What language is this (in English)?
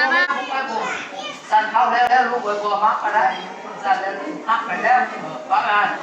Lao